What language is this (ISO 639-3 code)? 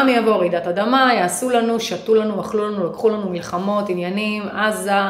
heb